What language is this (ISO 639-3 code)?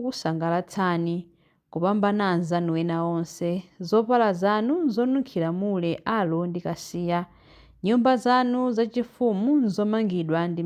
nya